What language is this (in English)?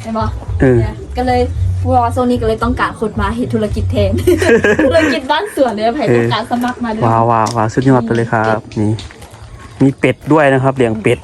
Lao